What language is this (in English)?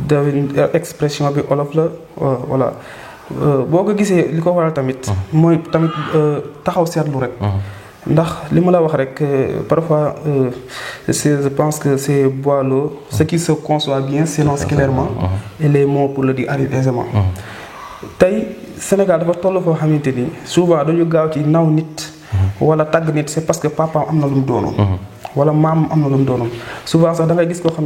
Wolof